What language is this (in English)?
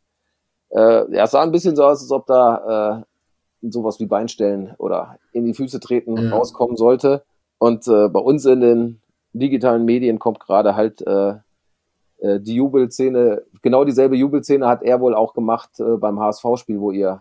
German